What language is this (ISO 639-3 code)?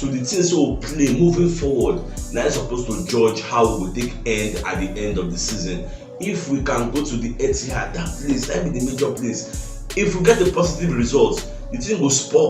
pcm